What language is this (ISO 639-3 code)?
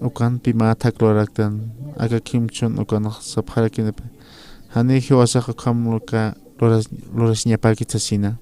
aym